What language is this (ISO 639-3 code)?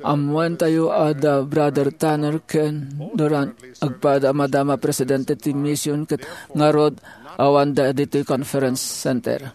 ilo